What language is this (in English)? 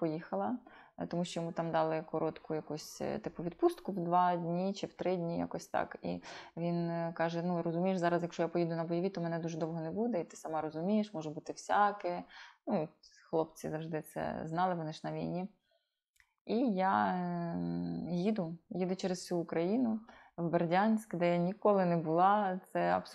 Ukrainian